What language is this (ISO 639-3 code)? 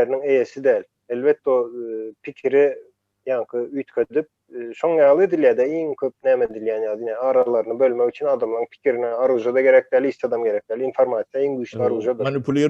tuk